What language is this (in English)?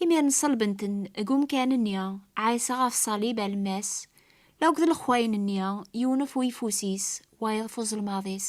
Kabyle